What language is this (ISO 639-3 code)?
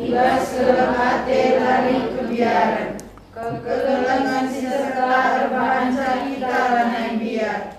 btx